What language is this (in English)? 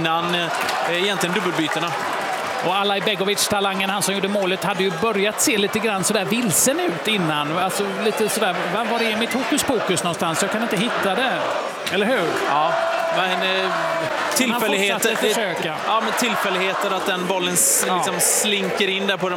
Swedish